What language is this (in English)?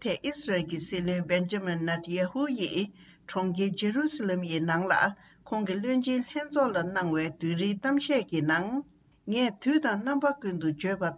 Tibetan